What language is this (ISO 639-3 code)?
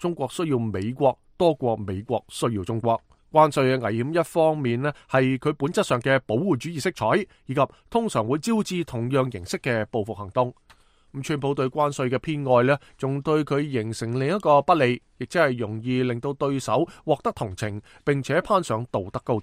yue